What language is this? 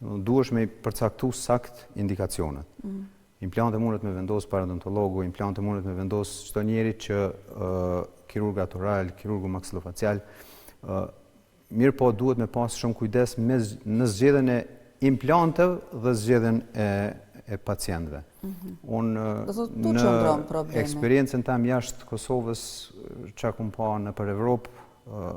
Albanian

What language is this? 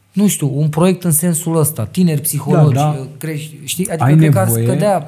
Romanian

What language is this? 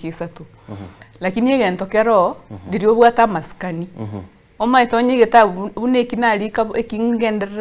Gusii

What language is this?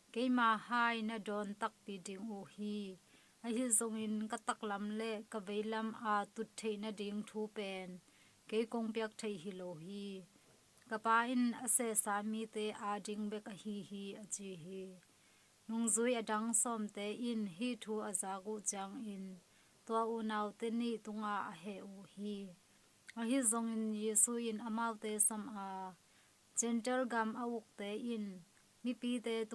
Tedim Chin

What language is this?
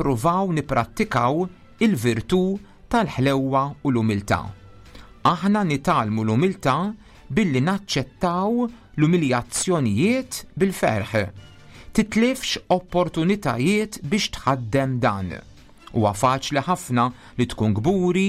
Maltese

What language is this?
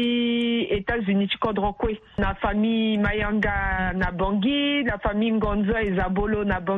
Sango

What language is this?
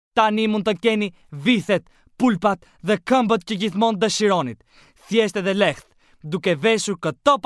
Albanian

